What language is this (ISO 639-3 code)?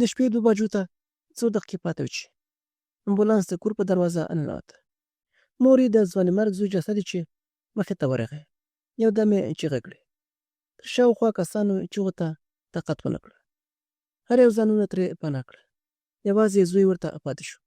pus